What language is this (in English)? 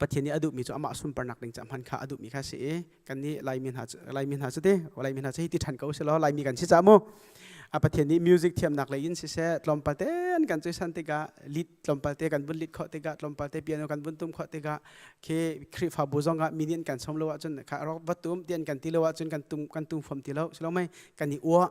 Hakha Chin